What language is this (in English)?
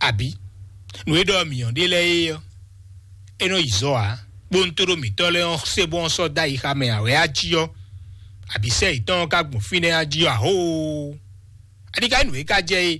Fon